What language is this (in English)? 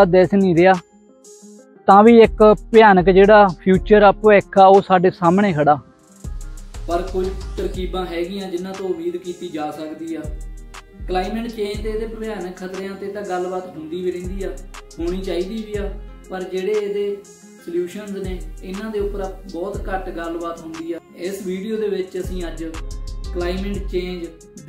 Punjabi